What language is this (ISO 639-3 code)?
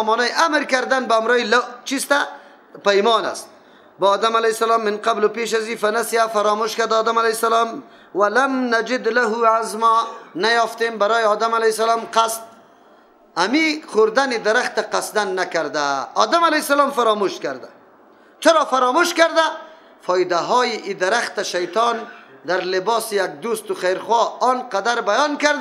fas